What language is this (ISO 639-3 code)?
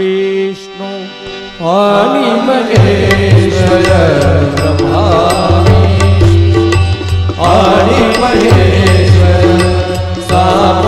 mar